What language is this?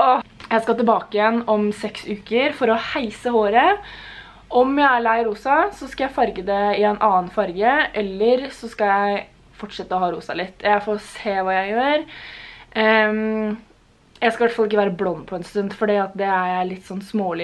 Norwegian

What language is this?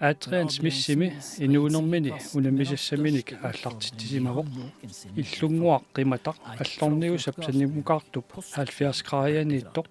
Kalaallisut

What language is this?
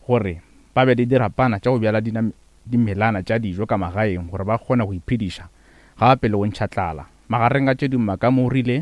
Northern Sotho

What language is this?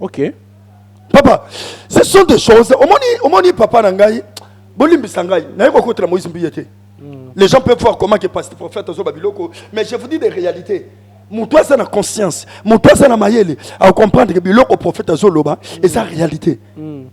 Lingala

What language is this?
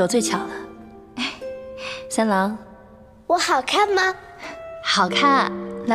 Chinese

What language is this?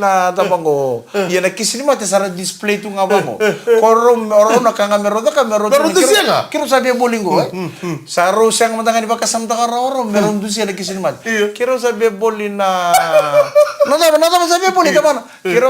Fijian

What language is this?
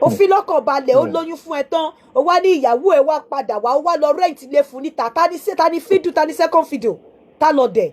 Yoruba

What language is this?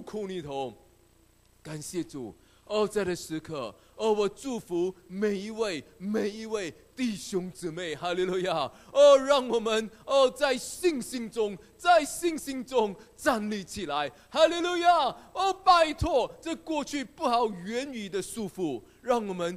Chinese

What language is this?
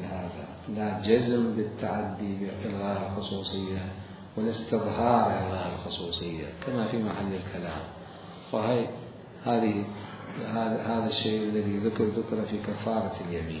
Mesopotamian Arabic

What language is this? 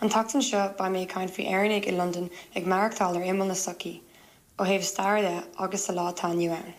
Irish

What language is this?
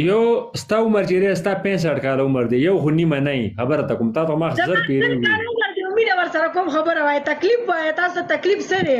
Pashto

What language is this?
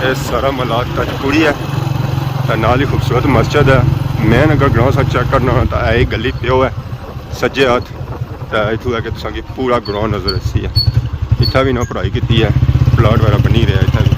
Pahari-Potwari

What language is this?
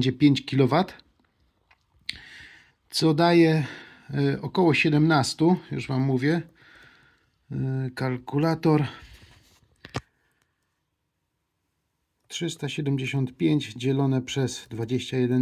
Polish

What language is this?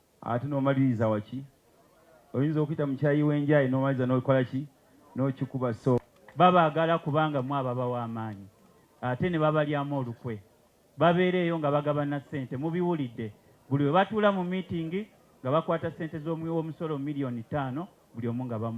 Ganda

